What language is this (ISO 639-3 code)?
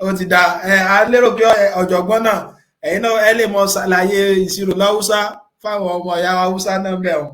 yor